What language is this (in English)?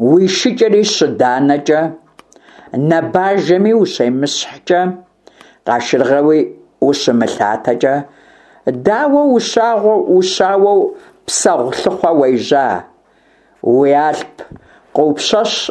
Kabardian